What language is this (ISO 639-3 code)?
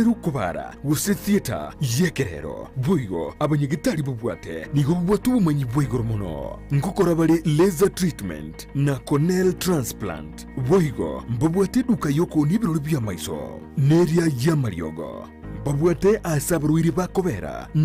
guz